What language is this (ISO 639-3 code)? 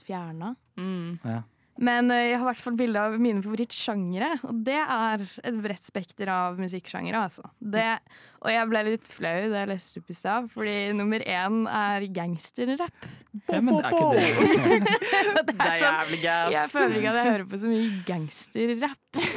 nor